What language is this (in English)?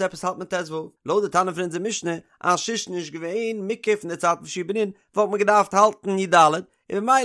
Yiddish